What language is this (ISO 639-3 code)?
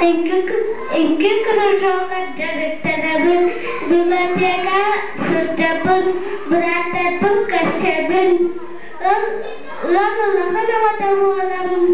sah